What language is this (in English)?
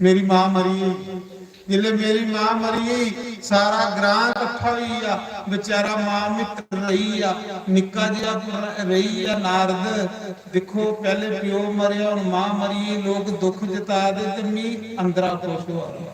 Dogri